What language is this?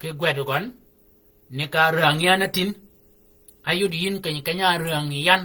Shilluk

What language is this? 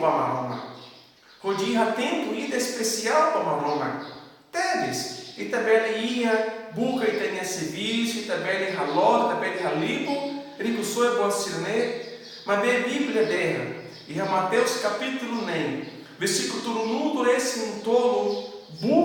Tetum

